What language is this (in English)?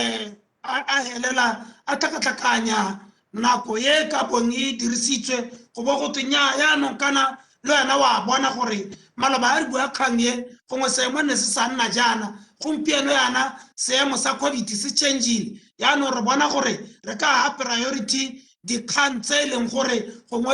Tswana